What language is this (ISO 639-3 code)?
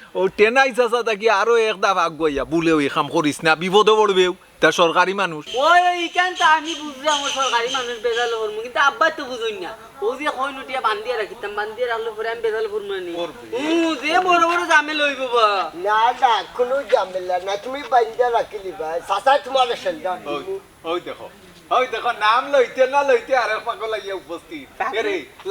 syl